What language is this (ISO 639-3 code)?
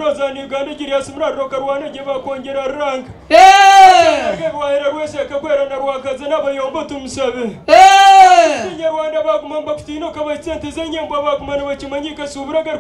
nyn